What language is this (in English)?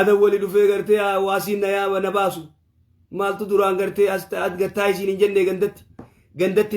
Oromo